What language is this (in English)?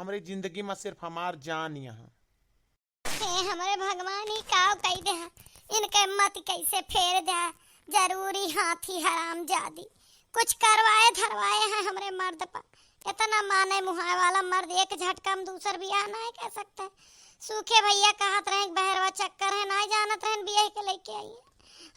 Awadhi